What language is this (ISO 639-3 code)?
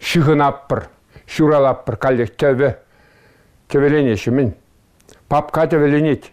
chv